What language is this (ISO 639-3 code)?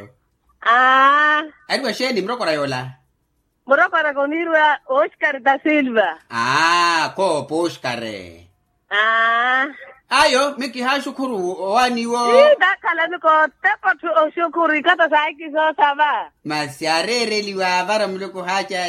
vmw